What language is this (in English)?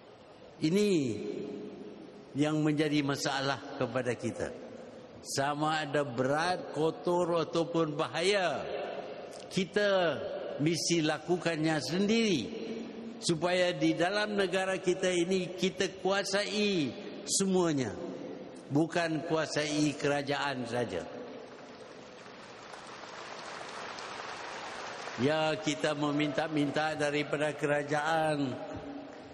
Malay